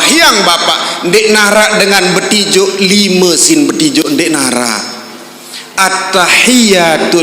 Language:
Sasak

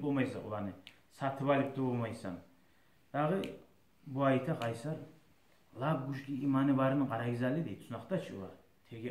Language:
Kumyk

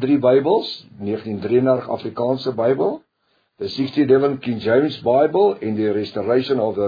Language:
Afrikaans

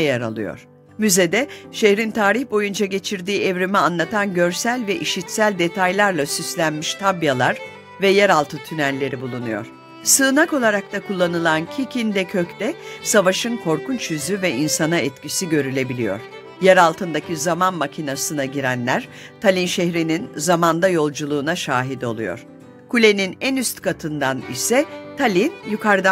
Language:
Turkish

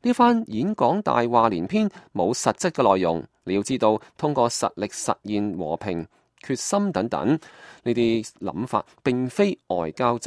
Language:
Cantonese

